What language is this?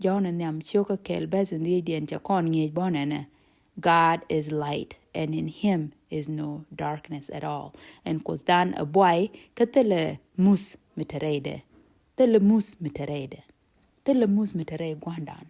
Nuer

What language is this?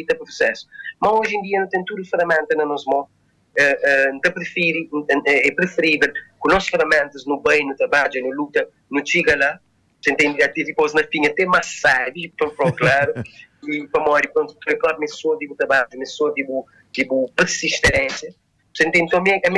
Kabuverdianu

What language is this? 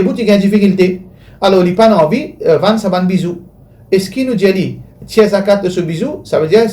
Morisyen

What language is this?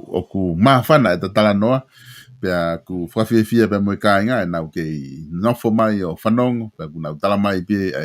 Tongan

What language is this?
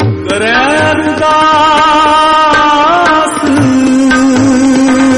Punjabi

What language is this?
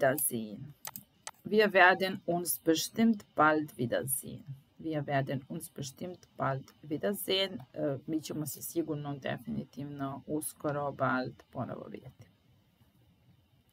Serbian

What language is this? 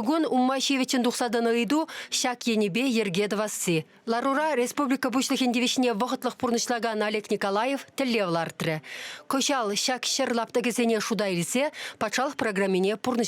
Chuvash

